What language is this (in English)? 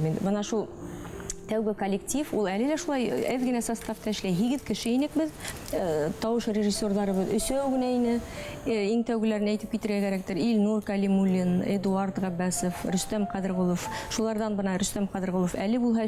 Bashkir